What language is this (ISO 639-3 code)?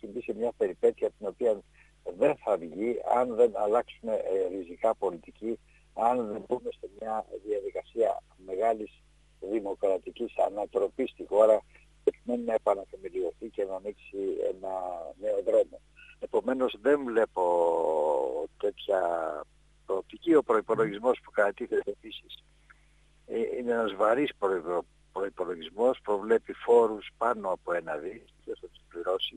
ell